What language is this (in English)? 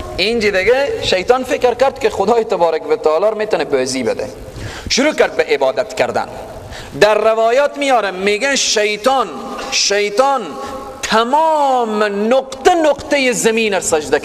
Persian